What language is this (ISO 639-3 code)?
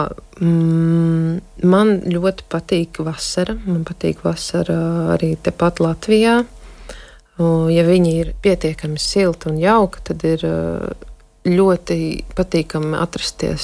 lav